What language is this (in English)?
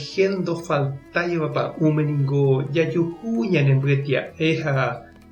Guarani